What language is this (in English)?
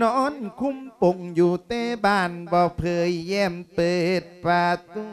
Lao